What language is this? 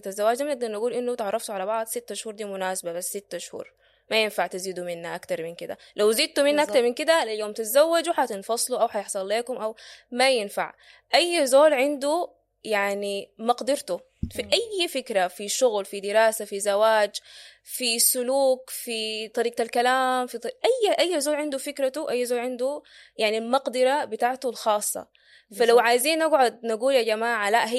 Sudanese Arabic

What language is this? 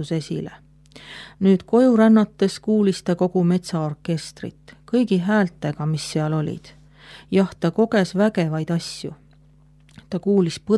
Estonian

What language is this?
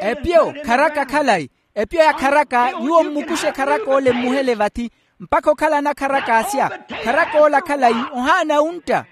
Makhuwa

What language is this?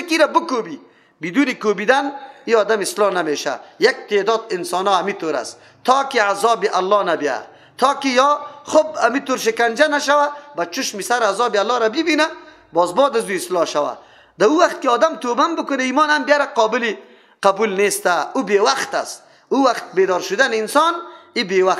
Persian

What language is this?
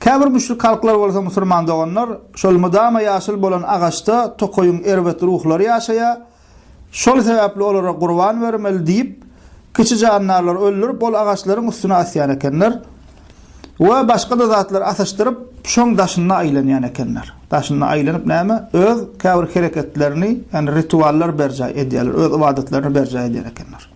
Turkmen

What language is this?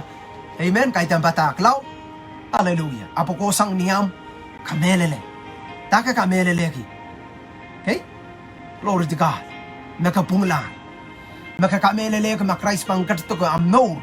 Pohnpeian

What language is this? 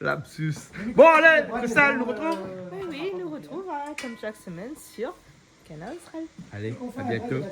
Réunion Creole French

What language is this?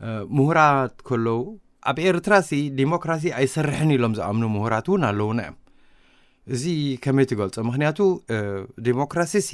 Tigrinya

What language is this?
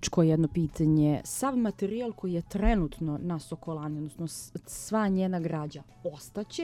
Serbian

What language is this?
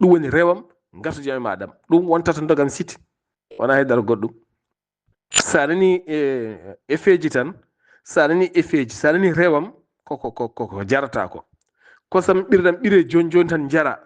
Fula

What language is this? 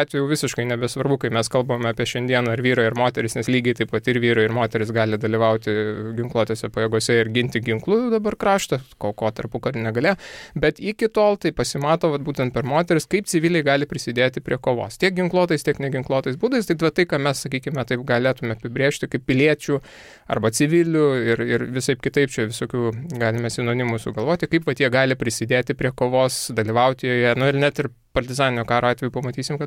Lithuanian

